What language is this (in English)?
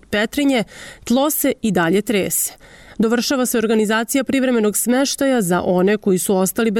Serbian